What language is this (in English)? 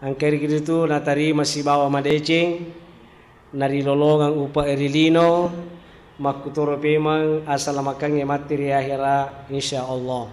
Buginese